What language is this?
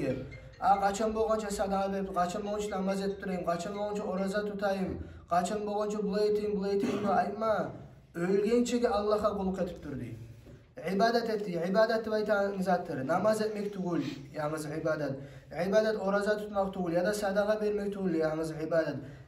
Kumyk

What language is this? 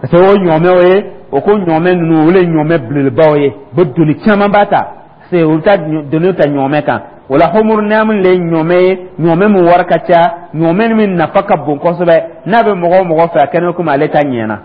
Dyula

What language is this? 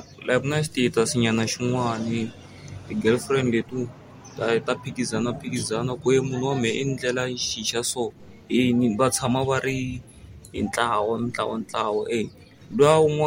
Tsonga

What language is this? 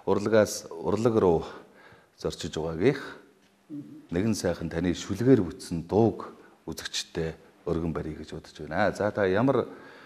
Mongolian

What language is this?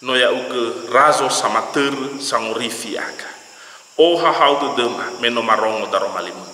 Nias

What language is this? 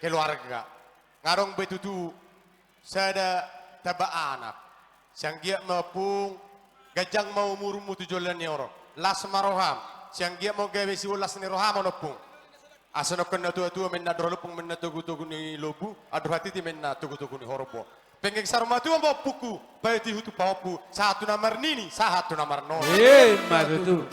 Batak Toba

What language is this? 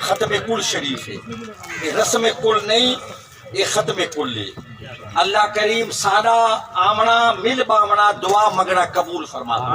Saraiki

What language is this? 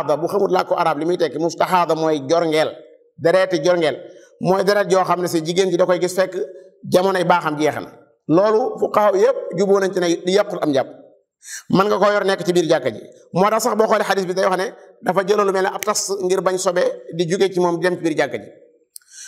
Wolof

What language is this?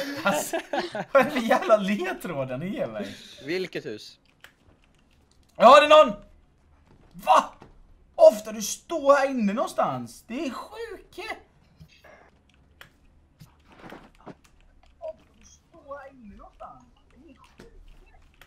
Swedish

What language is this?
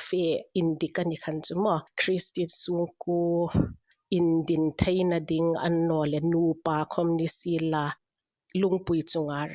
Hmar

